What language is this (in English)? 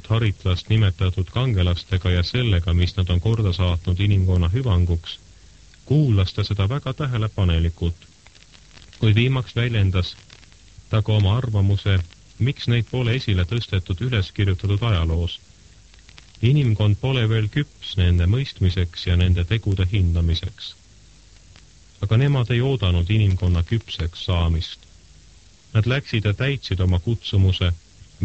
Estonian